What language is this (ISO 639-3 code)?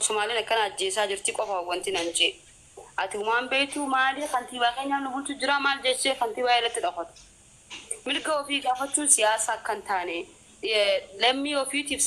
orm